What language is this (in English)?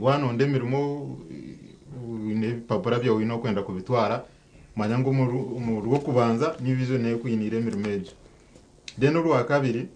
Nyankole